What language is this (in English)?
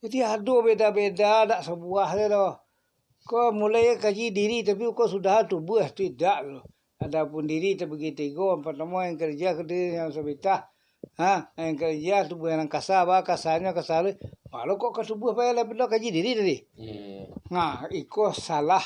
Minangkabau